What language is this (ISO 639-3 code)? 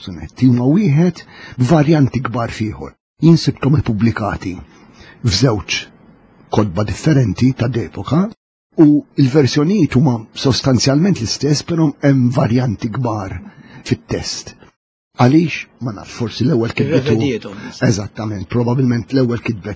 mlt